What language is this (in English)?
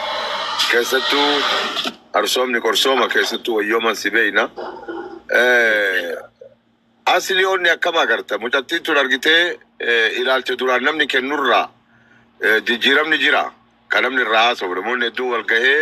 Oromo